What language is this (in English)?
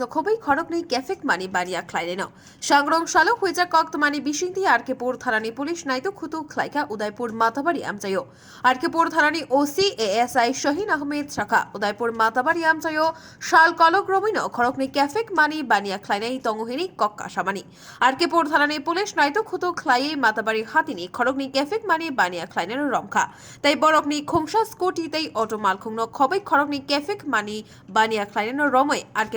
Kok Borok